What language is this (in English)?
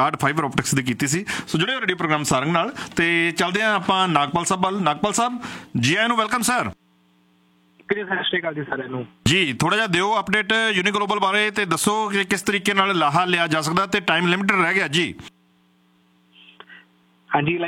Punjabi